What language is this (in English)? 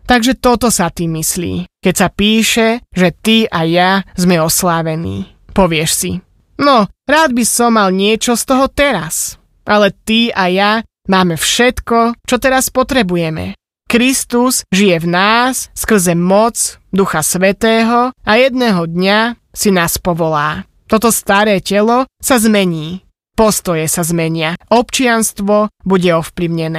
Slovak